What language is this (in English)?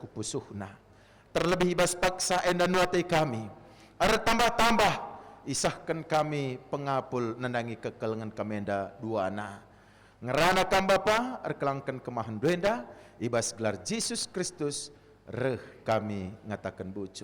Batak Karo